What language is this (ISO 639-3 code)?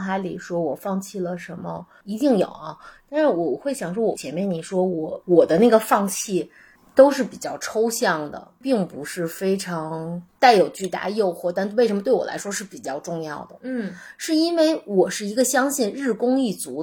zho